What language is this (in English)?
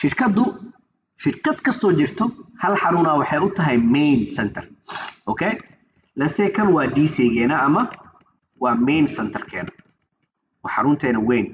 Somali